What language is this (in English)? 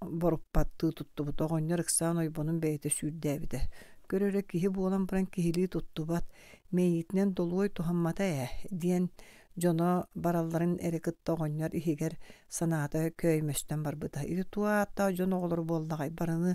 Yakut